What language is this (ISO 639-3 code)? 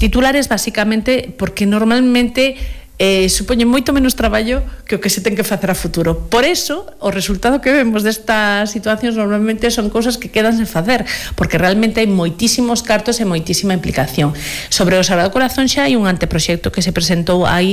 glg